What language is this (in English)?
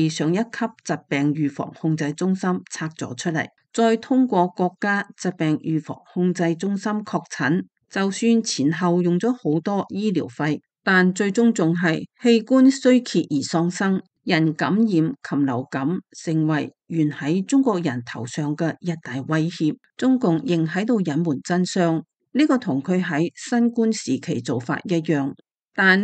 Cantonese